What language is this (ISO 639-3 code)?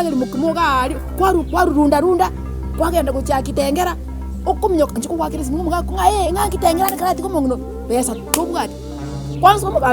guz